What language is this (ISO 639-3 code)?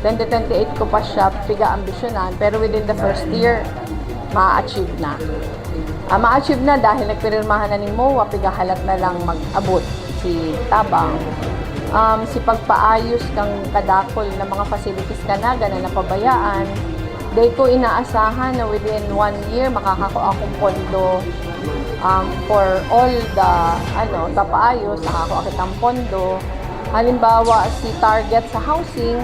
bik